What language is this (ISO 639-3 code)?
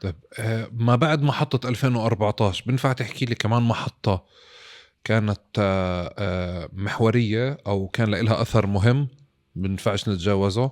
apc